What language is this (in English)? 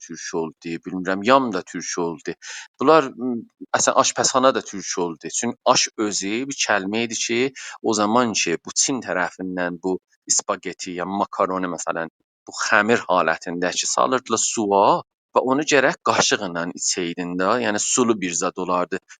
South Azerbaijani